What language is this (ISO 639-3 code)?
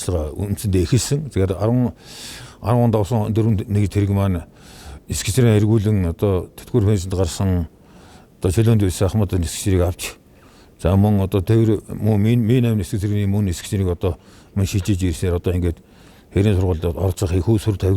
mon